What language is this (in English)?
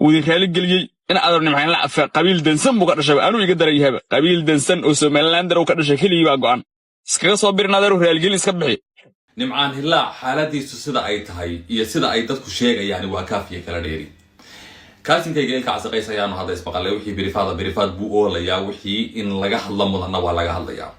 Somali